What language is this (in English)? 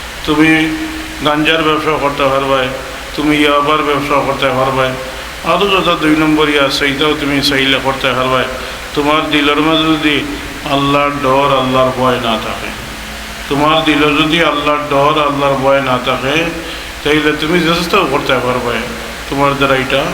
Sylheti